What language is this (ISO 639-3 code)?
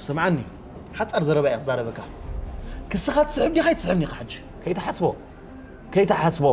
tir